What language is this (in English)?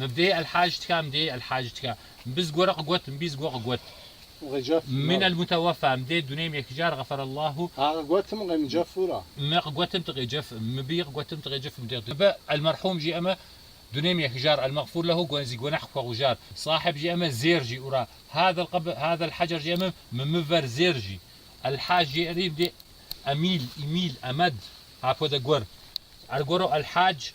Kabardian